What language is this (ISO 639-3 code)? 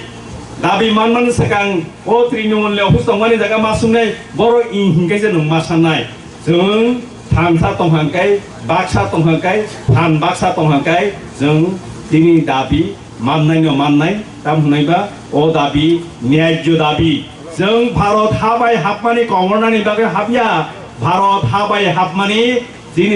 trp